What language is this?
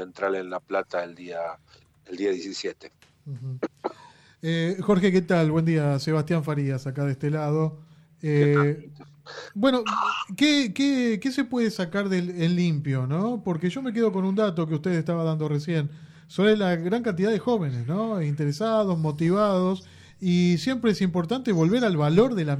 Spanish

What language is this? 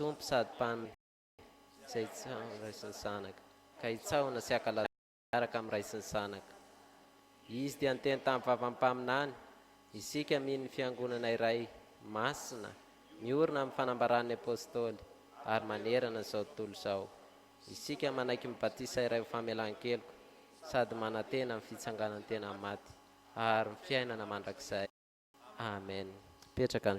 Malagasy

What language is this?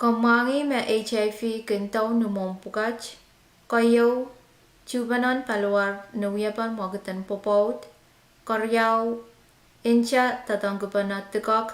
Pohnpeian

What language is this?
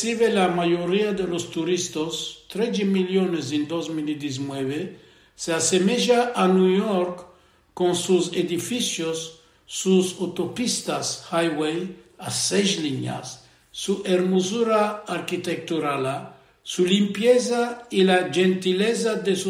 Ladino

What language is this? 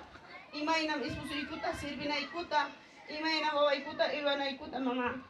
Ayacucho Quechua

